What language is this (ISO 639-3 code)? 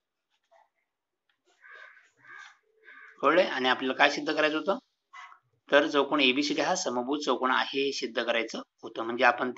mar